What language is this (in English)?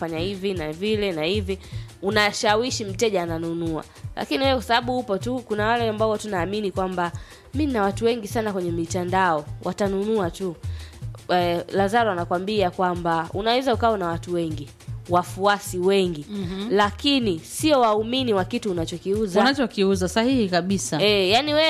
Swahili